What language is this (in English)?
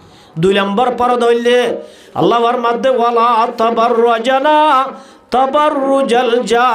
Rohingya